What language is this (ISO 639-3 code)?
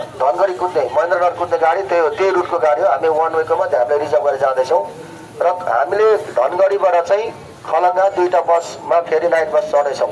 nep